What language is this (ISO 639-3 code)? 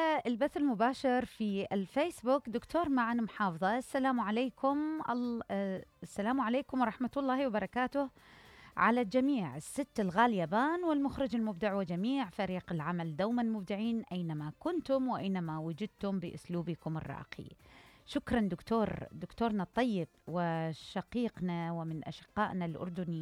acm